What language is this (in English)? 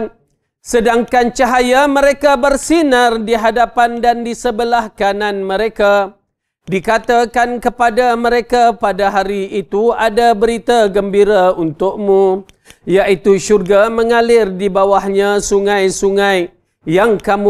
Malay